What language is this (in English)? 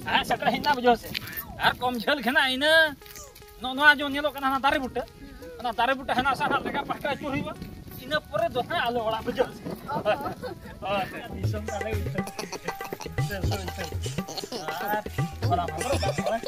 Santali